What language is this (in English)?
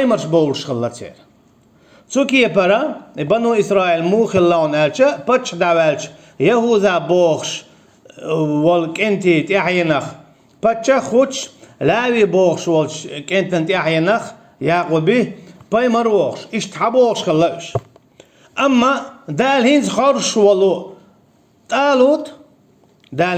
Chechen